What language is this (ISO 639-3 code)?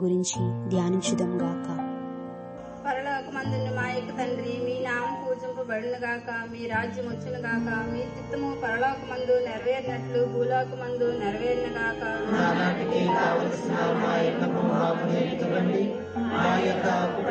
tel